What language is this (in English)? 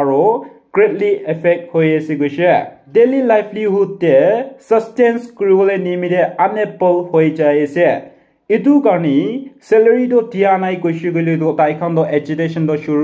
Naga Pidgin